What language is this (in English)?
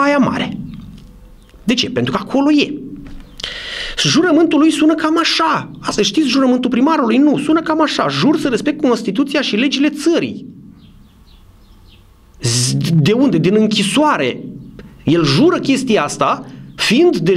Romanian